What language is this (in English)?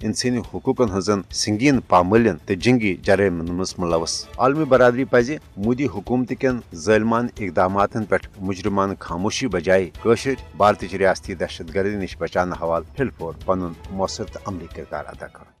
Kashmiri